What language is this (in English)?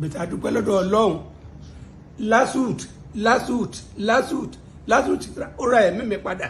Yoruba